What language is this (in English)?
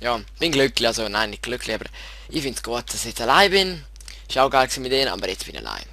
Swiss German